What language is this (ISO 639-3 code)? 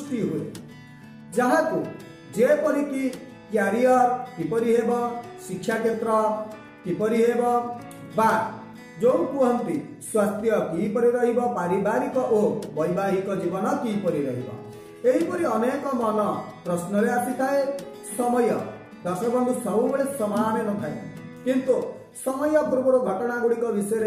ori